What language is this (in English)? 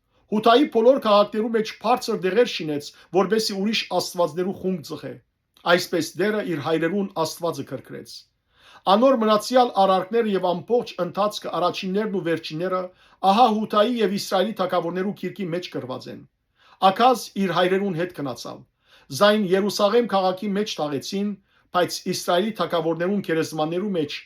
Western Armenian